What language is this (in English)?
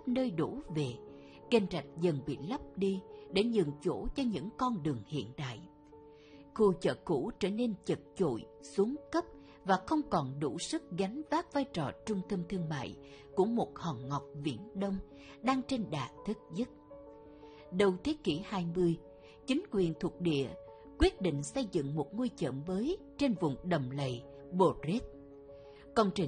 Vietnamese